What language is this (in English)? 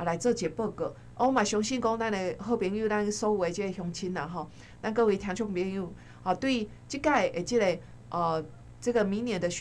Min Nan Chinese